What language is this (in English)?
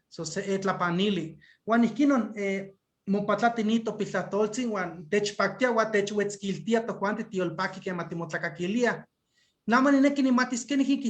Eastern Huasteca Nahuatl